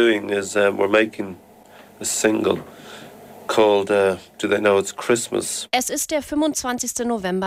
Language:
German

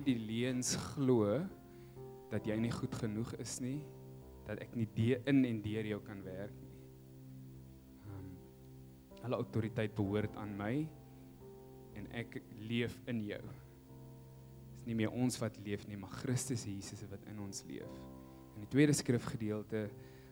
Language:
Afrikaans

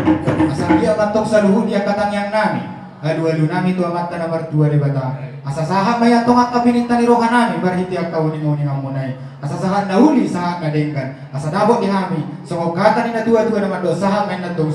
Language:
Batak Toba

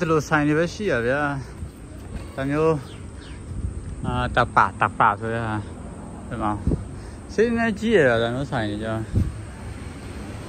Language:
Burmese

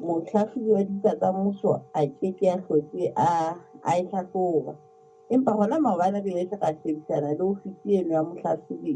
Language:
Southern Sotho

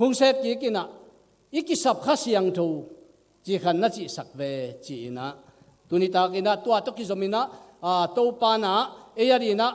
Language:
Tedim Chin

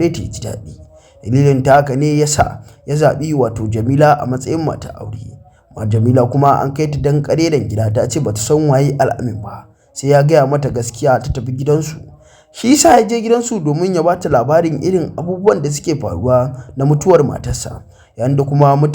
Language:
Hausa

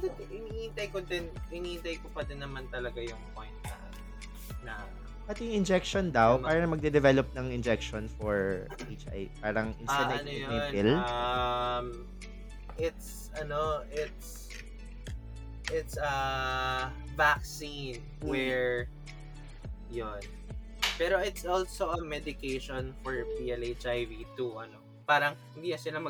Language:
Filipino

